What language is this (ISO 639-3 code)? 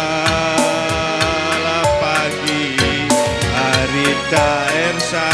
btx